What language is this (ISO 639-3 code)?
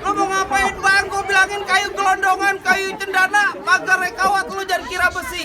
bew